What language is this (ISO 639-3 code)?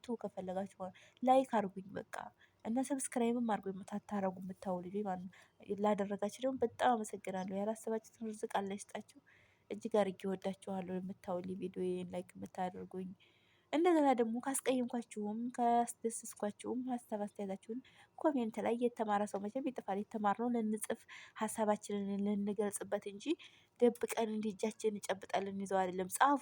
amh